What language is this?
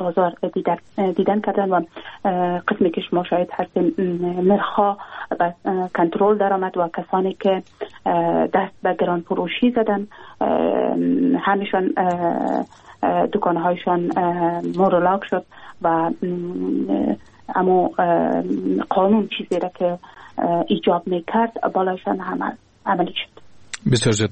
Persian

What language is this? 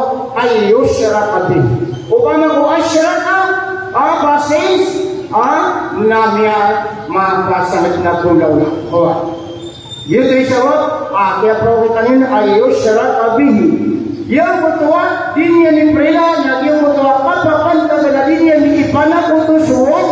Maranao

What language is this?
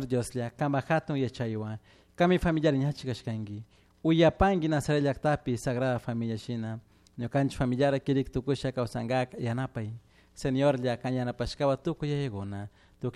Chimborazo Highland Quichua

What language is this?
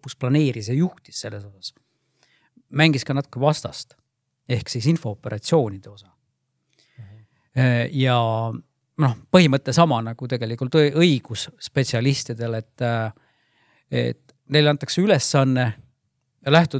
Estonian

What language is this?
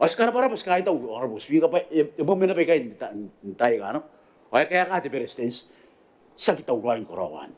Gilbertese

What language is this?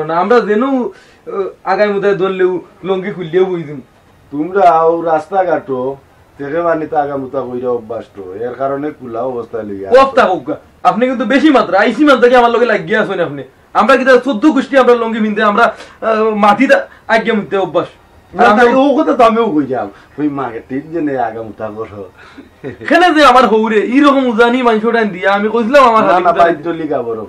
Sylheti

